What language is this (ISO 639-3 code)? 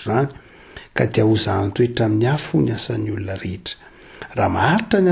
mlg